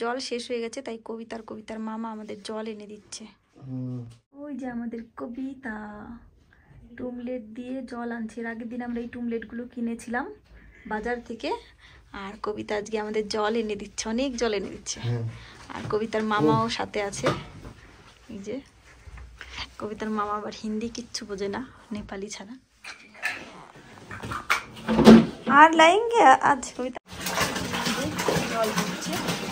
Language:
Bangla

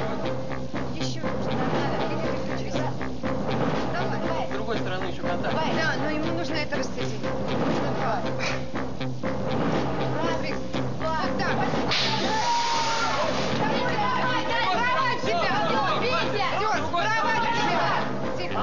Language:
Russian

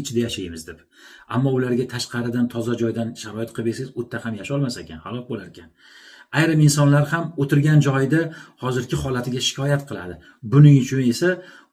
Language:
Uzbek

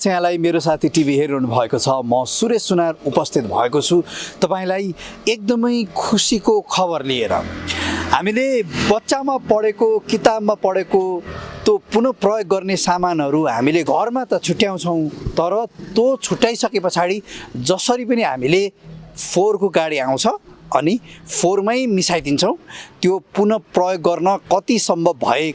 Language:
Nepali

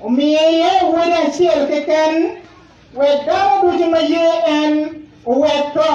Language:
Acoli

